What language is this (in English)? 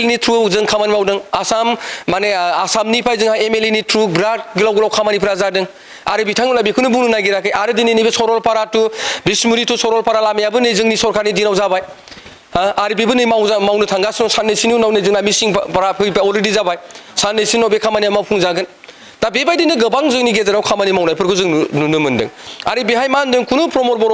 Bodo